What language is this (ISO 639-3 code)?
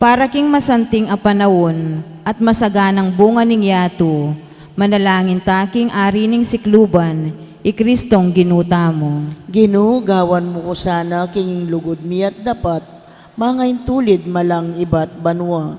pam